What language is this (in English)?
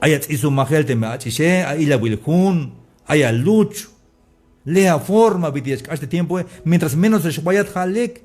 Tzeltal